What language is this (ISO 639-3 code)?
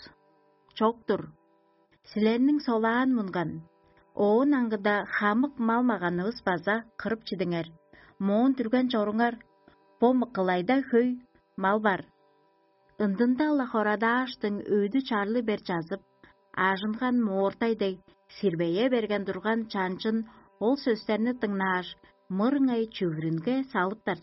tyv